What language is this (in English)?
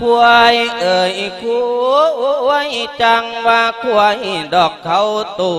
Lao